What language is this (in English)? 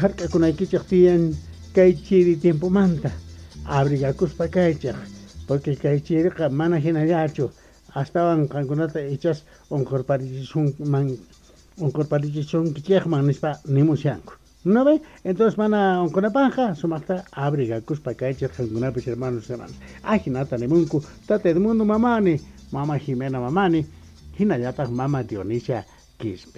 South Bolivian Quechua